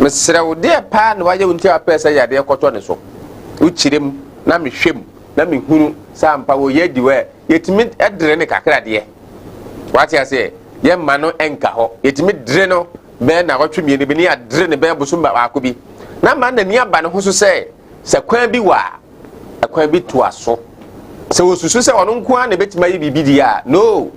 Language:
Akan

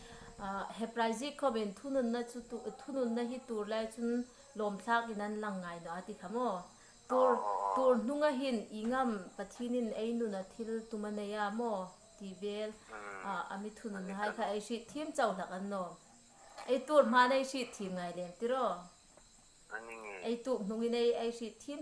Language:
Hmar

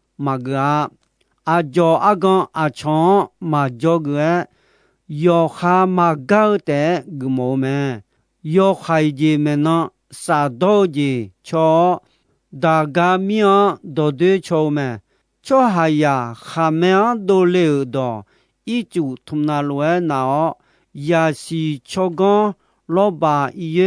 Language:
Akha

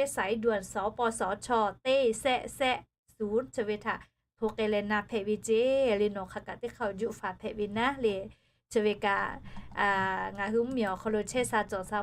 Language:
Lahu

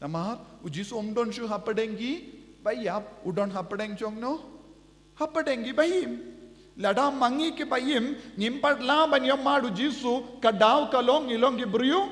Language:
Khasi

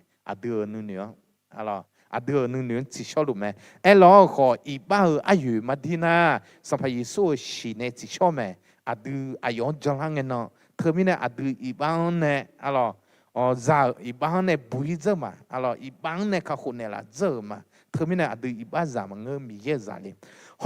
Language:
Akha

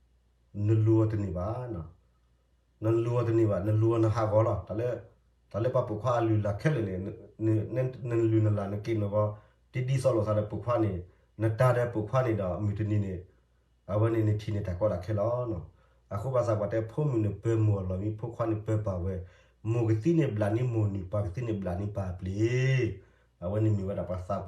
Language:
S'gaw Karen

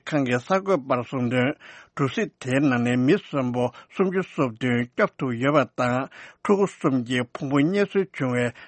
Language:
Tibetan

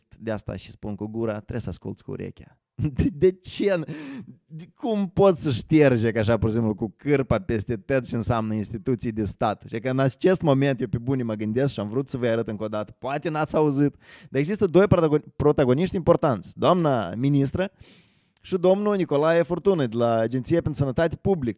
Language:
Romanian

